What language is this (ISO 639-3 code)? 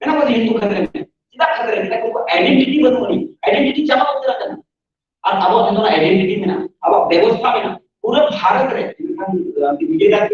sat